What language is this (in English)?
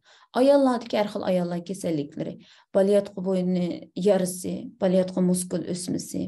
Uyghur